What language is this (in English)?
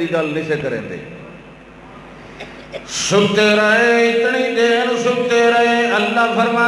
Urdu